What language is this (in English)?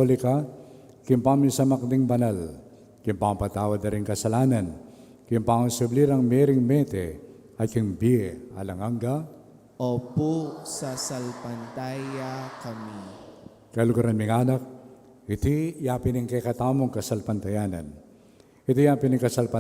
Pampanga